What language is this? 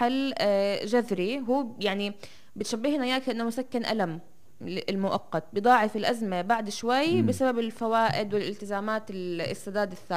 North Levantine Arabic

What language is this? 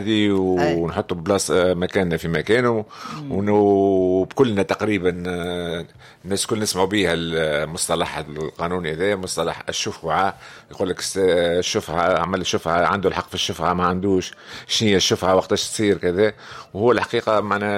Tunisian Arabic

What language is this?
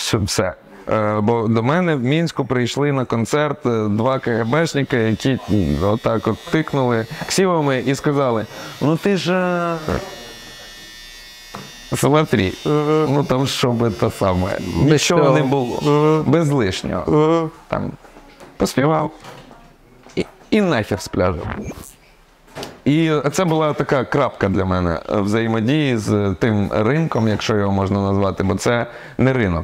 Ukrainian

